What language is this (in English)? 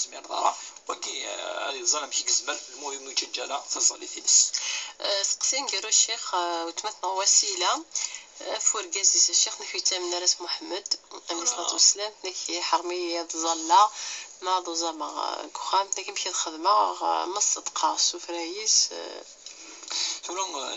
Kabyle